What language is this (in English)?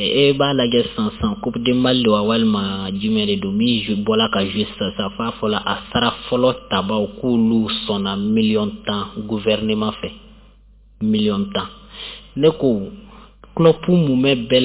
Bambara